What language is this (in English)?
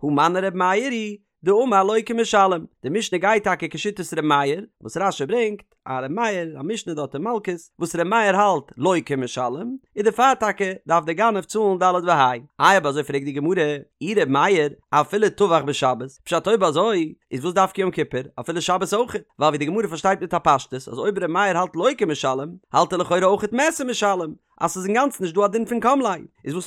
Yiddish